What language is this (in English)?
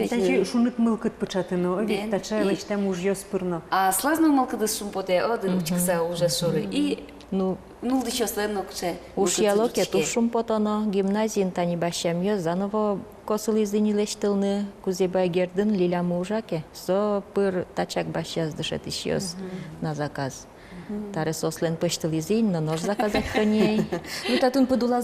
Udmurt